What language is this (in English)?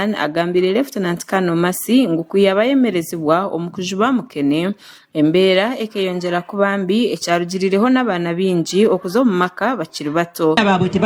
Nyankole